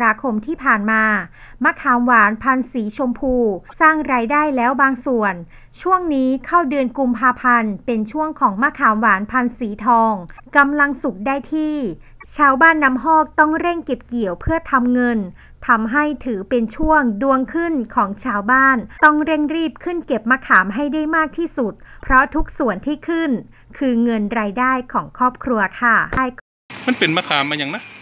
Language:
Thai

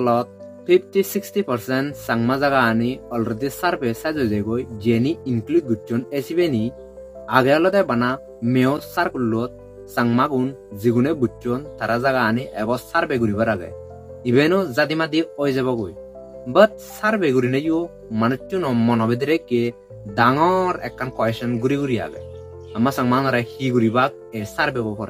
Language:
Chakma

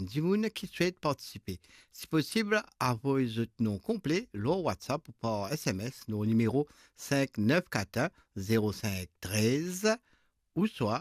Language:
Morisyen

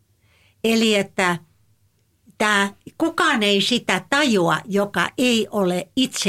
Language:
Finnish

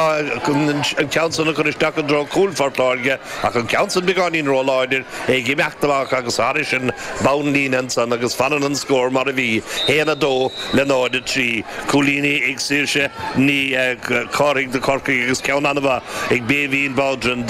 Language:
Irish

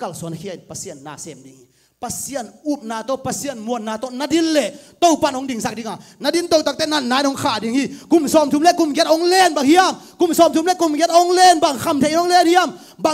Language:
Tedim Chin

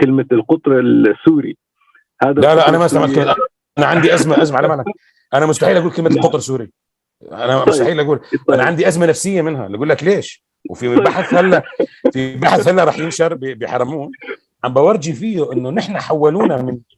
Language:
North Levantine Arabic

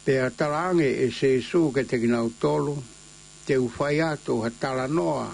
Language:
Tongan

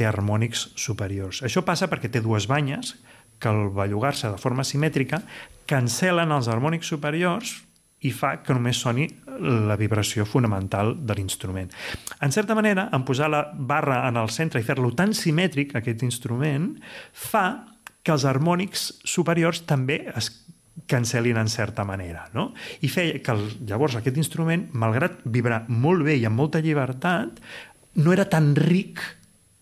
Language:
Catalan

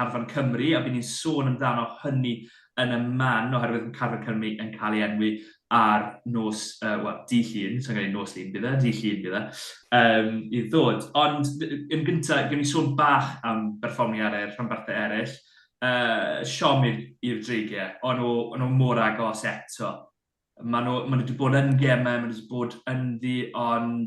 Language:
Welsh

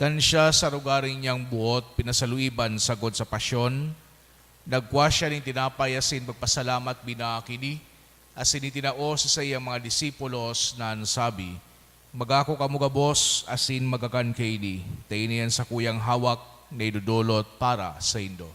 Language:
Bikol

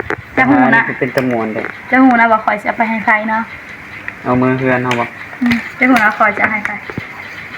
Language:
Northeastern Thai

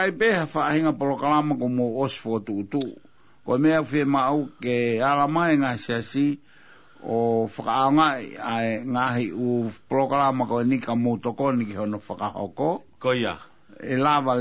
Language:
Tongan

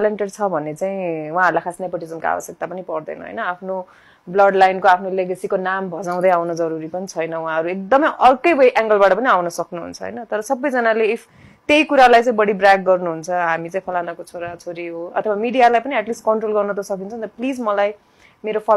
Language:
Nepali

